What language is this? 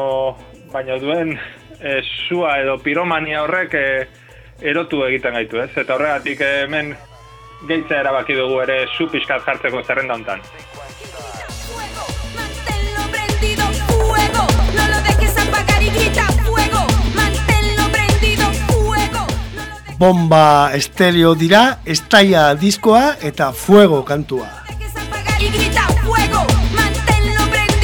Basque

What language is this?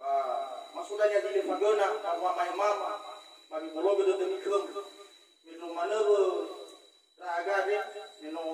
Nias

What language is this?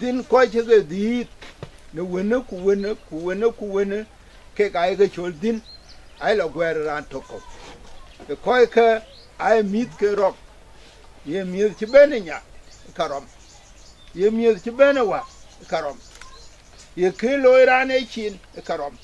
Dinka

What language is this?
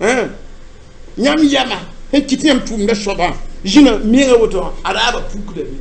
Mossi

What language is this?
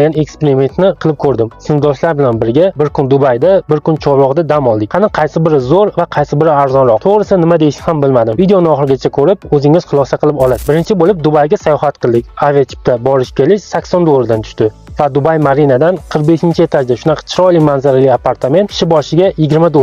Uzbek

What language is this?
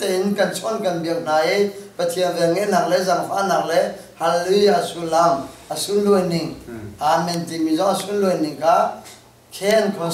Hakha Chin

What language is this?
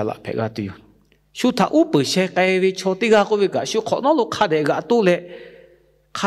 Lahu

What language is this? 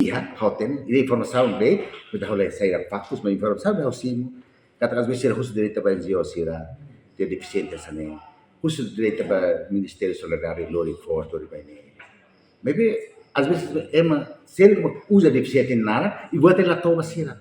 Tetum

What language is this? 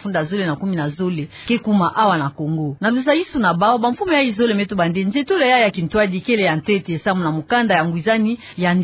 Kituba (Democratic Republic of Congo)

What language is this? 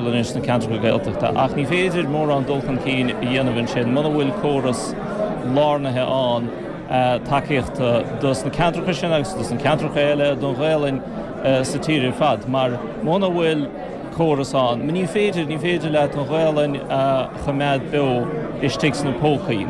Irish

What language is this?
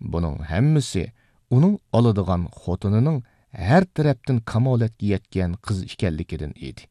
Uyghur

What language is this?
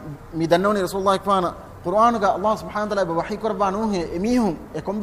Divehi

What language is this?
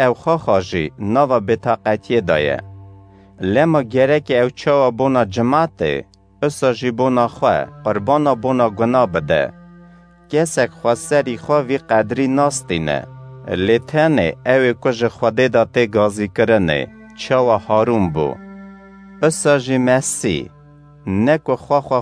Kurdish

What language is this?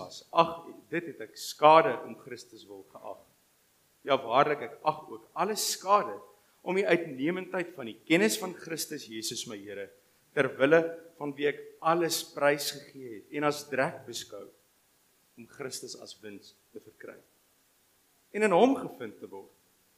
Afrikaans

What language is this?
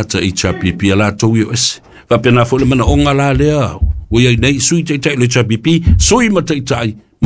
Samoan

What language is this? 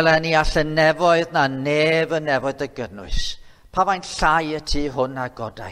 Welsh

